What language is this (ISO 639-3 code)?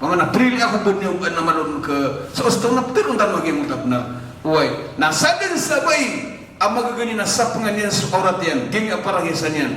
mrw